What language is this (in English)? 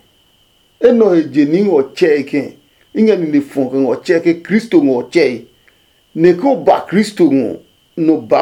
Adangme